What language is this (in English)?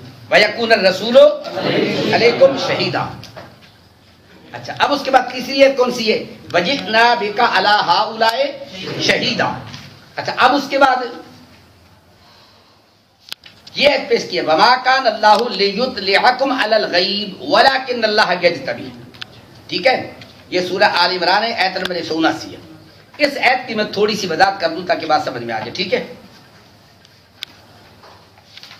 Urdu